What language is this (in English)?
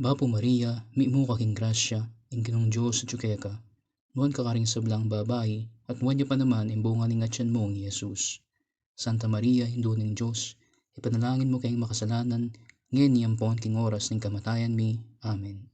Pampanga